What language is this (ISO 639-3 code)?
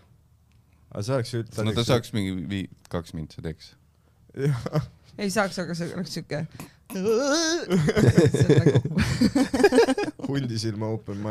est